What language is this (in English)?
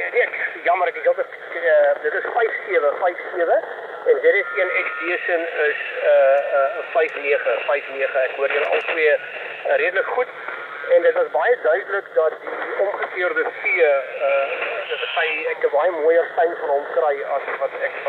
Afrikaans